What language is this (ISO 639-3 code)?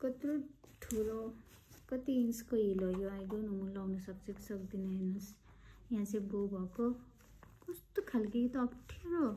nep